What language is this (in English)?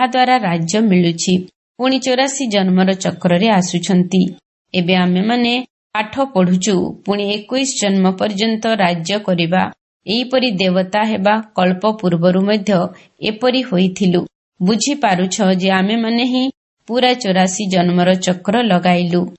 Odia